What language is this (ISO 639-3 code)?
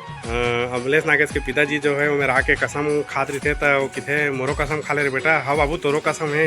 hne